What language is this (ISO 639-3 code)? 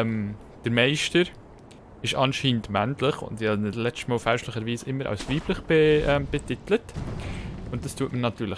gsw